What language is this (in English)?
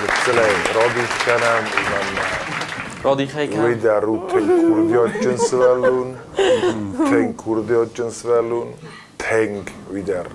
Ossetic